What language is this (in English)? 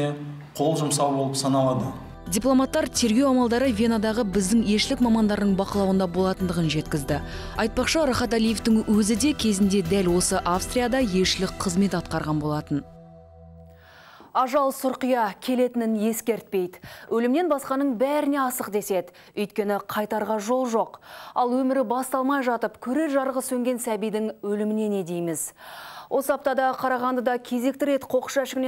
Kazakh